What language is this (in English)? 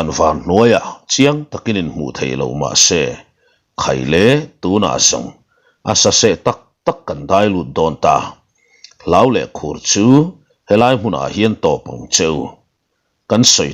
Mizo